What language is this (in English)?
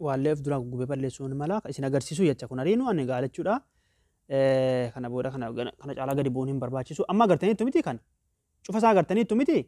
Oromo